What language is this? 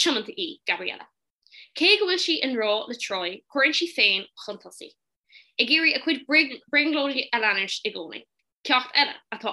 Irish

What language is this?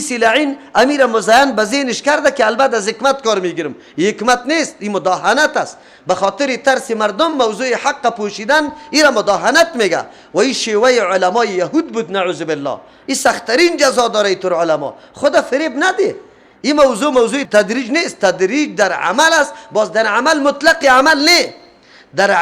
Persian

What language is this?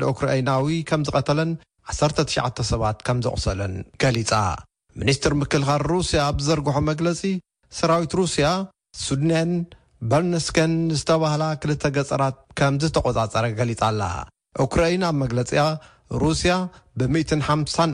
Tigrinya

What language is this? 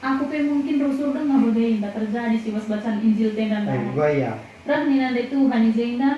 Batak Karo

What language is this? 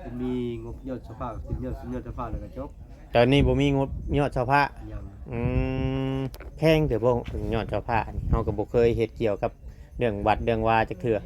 Northeastern Thai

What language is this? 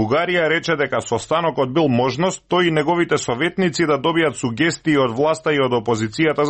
Macedonian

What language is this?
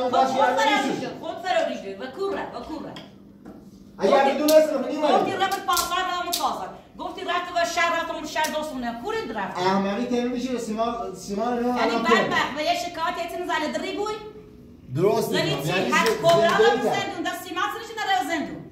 Persian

